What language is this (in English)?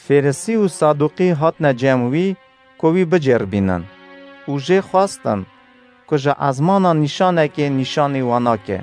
Kurdish